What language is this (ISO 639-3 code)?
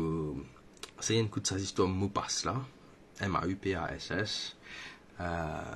mfe